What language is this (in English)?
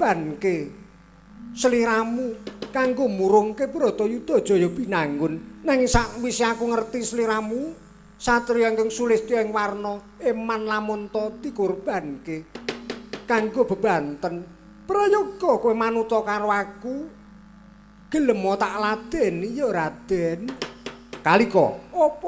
Javanese